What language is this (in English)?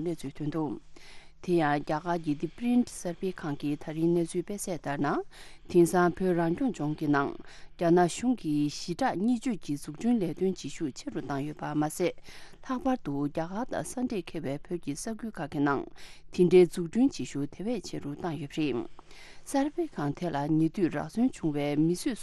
Tibetan